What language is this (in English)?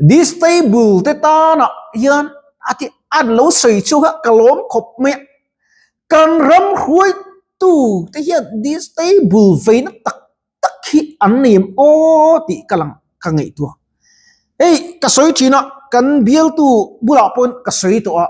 Mizo